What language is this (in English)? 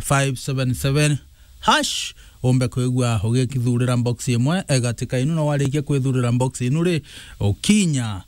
Meru